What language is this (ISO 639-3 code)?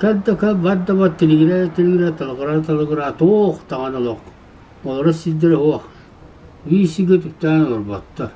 sah